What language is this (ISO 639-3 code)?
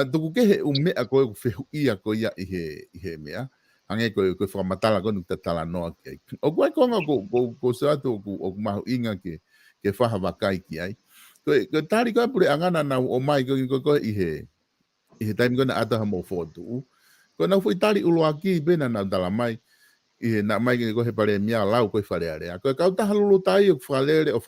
ton